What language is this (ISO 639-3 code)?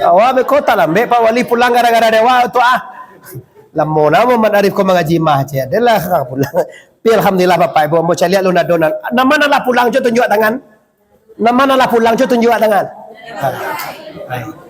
min